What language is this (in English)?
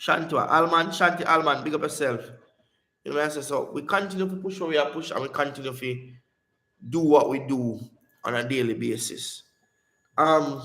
Jamaican Creole English